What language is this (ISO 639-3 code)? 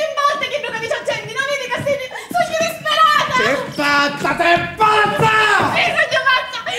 scn